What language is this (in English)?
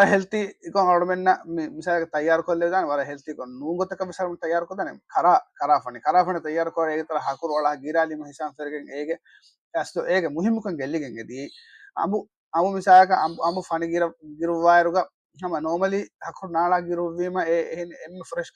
Divehi